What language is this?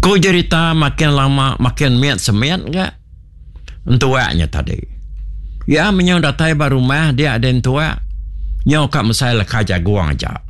Iban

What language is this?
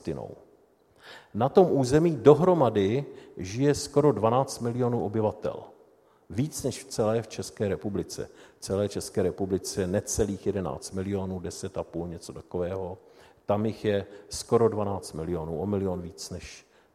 Czech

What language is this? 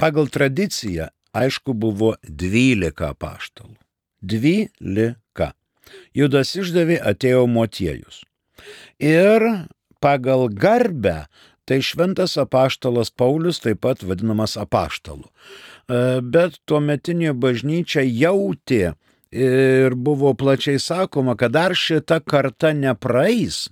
Lithuanian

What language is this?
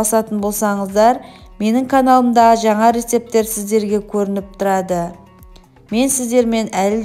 Kazakh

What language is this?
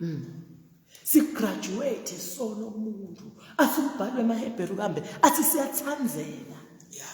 Zulu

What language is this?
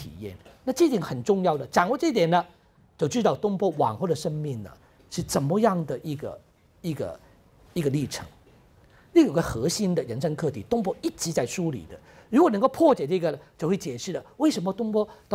Chinese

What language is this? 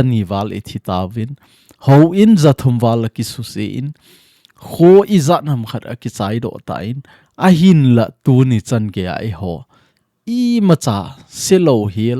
Thado Chin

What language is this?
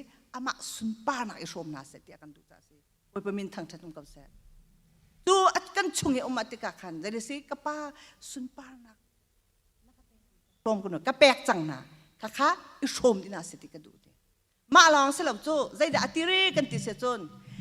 Hakha Chin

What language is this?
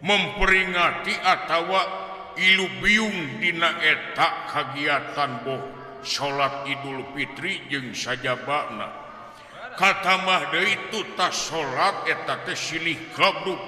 Sundanese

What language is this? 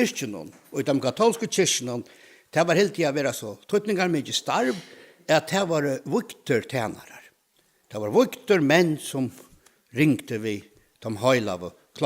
Faroese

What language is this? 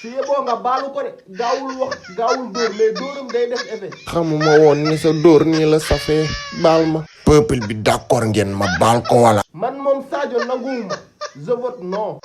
Wolof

